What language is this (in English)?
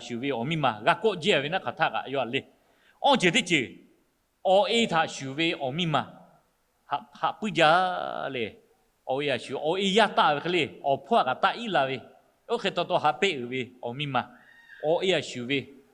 Lahu